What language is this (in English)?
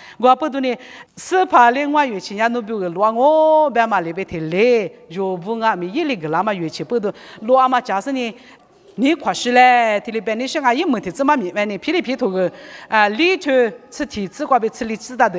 Lisu